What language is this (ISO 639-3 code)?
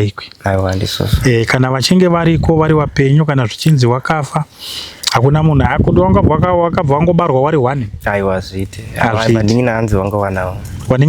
sna